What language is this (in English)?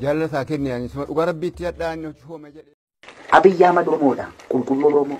Oromo